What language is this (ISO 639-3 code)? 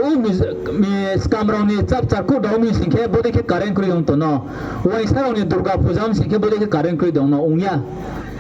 ria